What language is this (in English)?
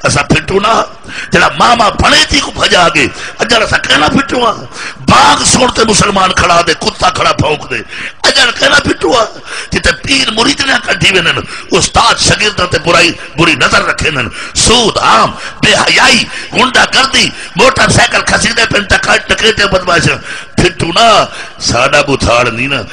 Saraiki